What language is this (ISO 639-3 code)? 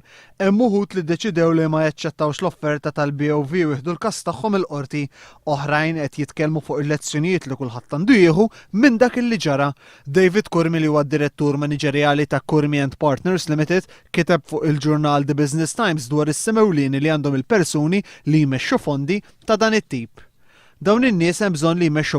mlt